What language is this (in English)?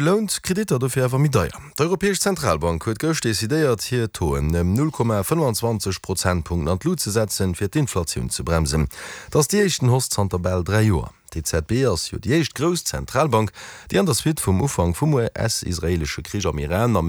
Luxembourgish